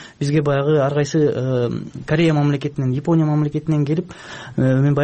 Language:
Kyrgyz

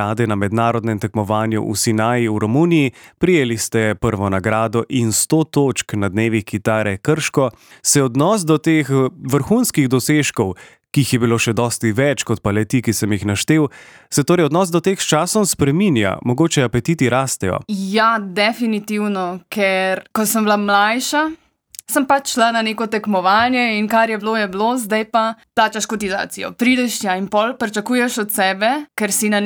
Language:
Slovenian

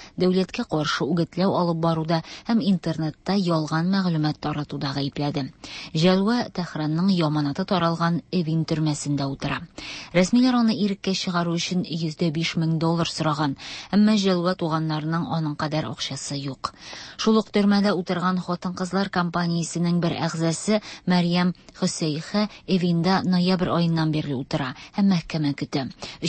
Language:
Tatar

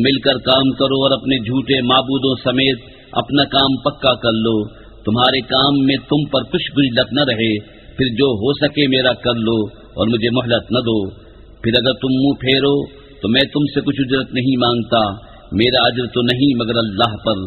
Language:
Urdu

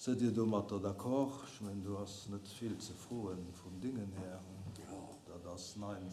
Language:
Luxembourgish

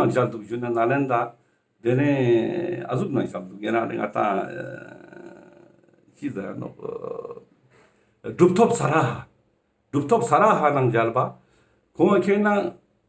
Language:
Ladakhi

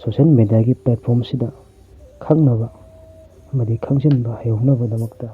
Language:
Manipuri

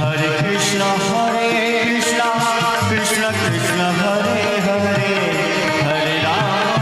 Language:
Maithili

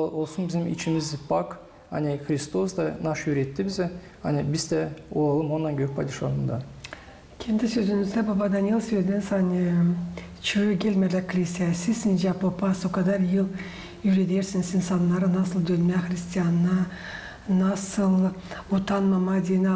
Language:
Gagauz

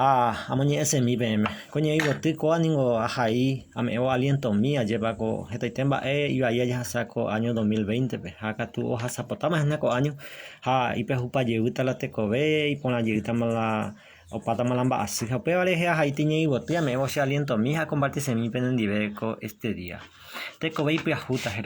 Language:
Guarani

